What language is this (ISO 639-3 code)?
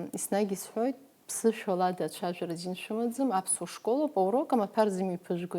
abk